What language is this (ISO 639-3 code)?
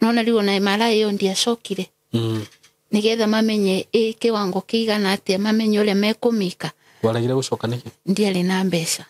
kik